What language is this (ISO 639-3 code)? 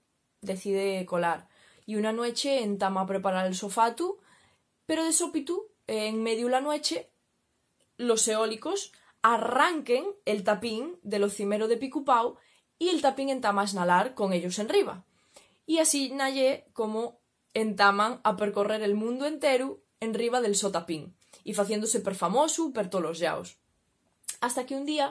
ast